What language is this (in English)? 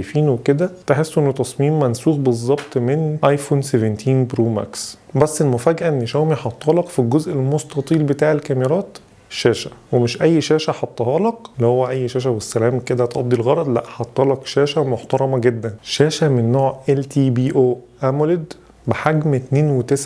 Egyptian Arabic